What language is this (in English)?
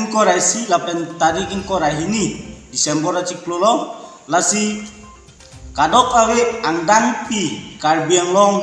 Karbi